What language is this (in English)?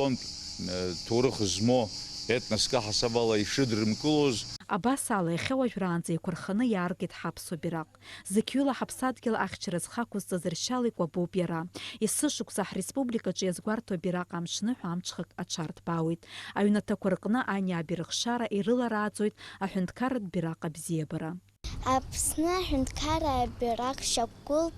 Abkhazian